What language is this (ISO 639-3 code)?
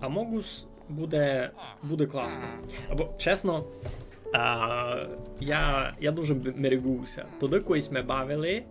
rue